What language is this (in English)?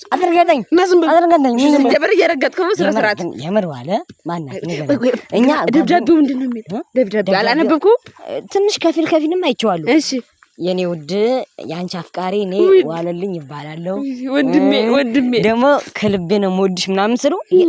Amharic